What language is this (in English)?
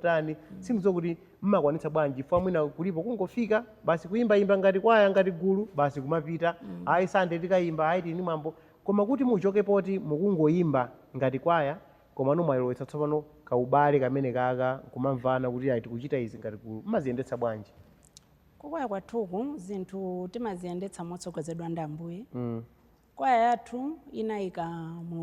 Nyanja